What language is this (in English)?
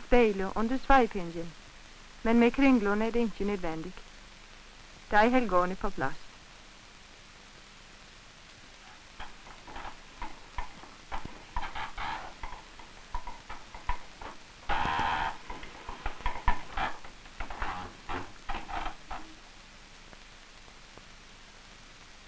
Norwegian